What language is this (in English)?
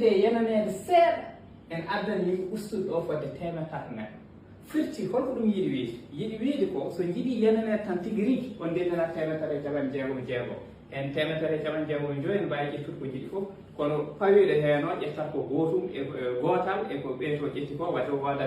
Fula